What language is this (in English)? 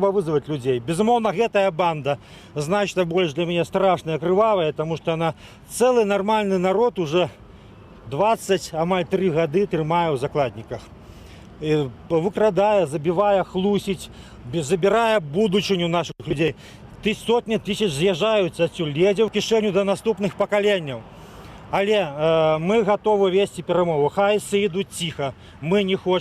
Belarusian